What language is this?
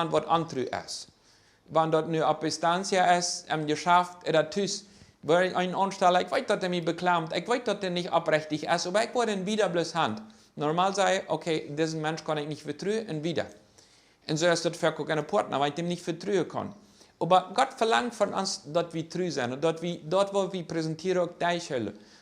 Plautdietsch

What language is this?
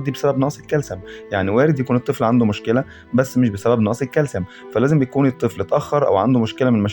Egyptian Arabic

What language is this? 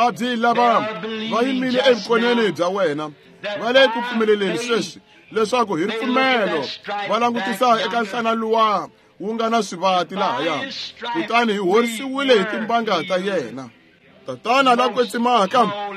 Tsonga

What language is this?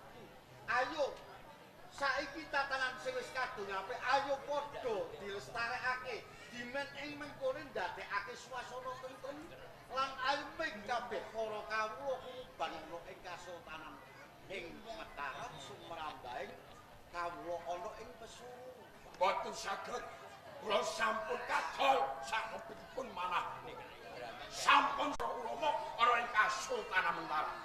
Javanese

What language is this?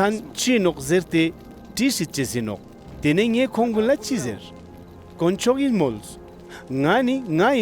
Ladakhi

